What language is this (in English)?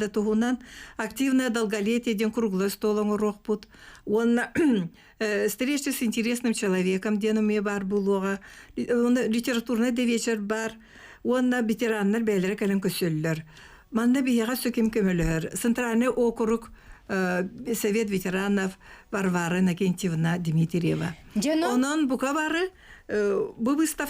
Yakut